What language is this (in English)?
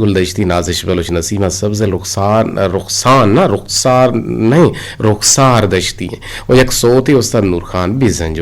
Eastern Balochi